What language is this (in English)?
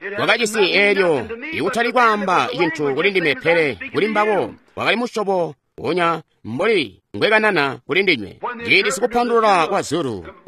Tonga (Zambia)